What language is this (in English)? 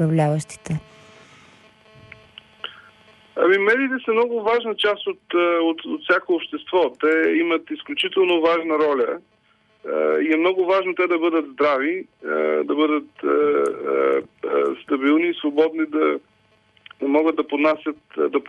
Bulgarian